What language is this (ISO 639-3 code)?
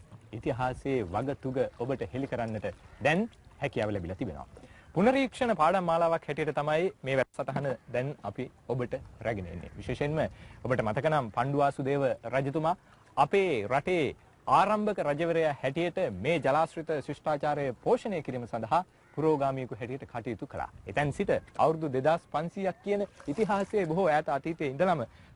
sin